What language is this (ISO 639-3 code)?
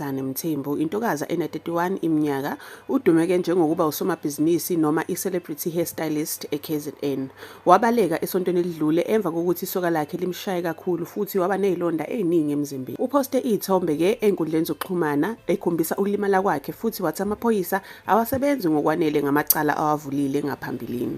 zul